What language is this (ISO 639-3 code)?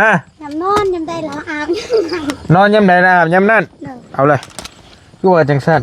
tts